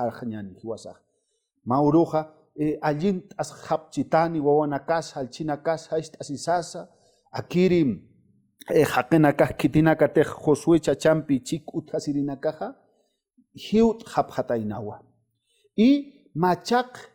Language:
Aymara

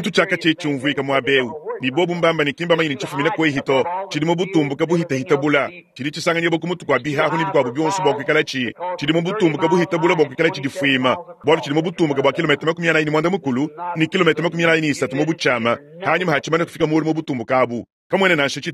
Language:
Luba-Lulua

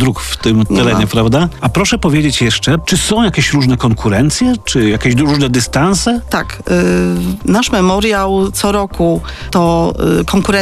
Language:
Polish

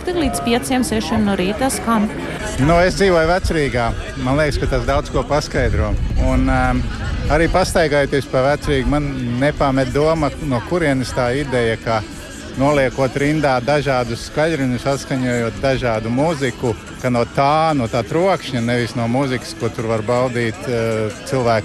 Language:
Latvian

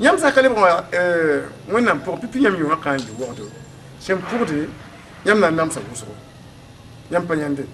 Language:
Mossi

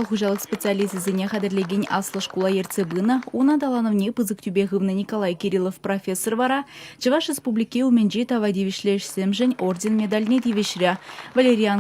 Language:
Chuvash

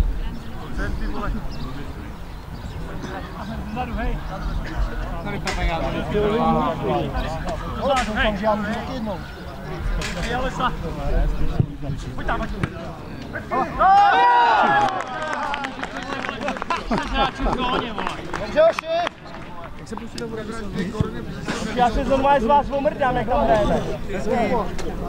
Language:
Czech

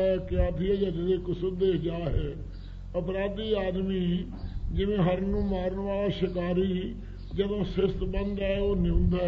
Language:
Punjabi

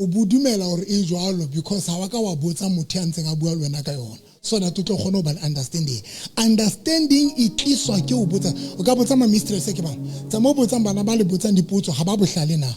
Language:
Southern Sotho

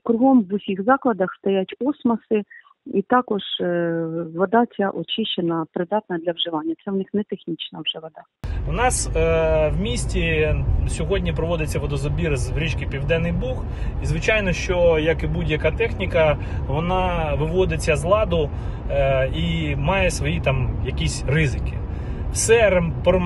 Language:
Ukrainian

